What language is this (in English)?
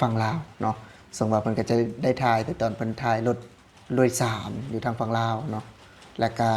Lao